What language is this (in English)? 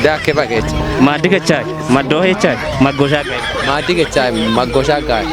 Kafa